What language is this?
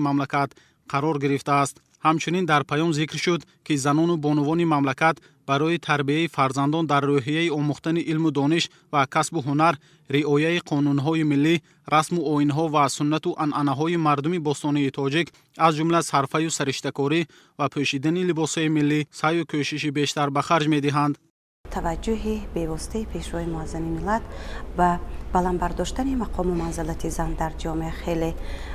Tajik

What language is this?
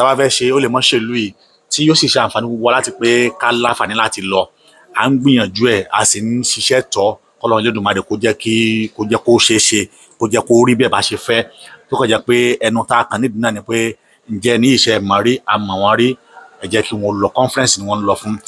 Yoruba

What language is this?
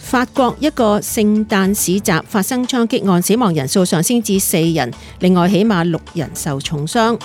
Cantonese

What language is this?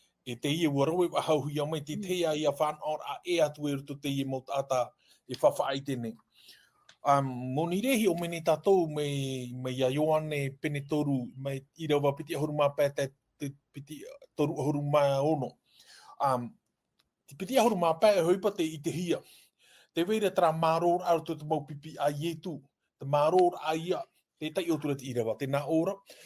Tahitian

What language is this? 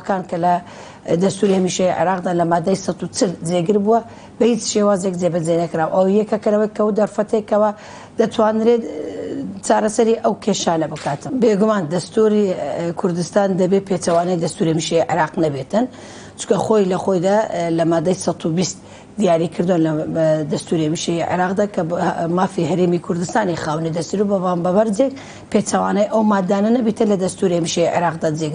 Central Kurdish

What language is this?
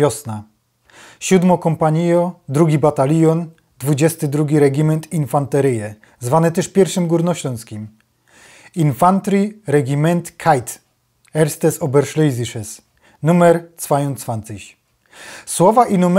Silesian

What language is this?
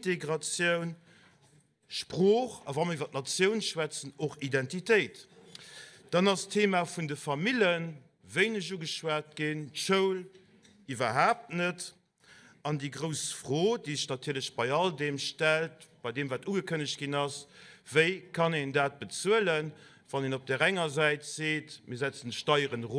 Luxembourgish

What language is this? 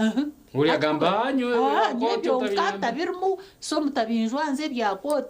Nyankole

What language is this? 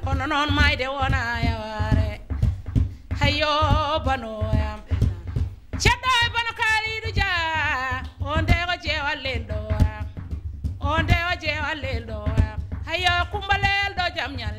Fula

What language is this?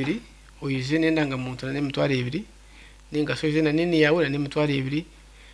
Nyankole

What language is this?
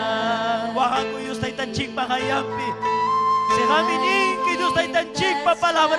Ayacucho Quechua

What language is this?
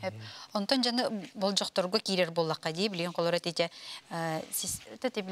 Yakut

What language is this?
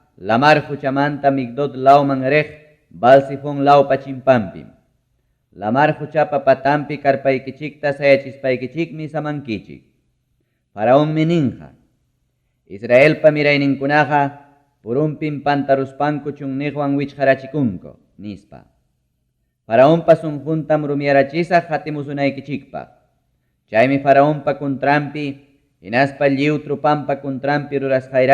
Ayacucho Quechua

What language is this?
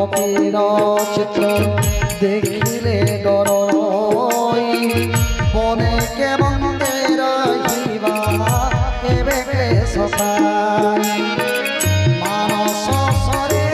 Odia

